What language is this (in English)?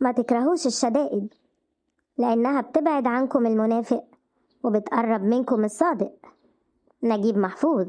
Egyptian Arabic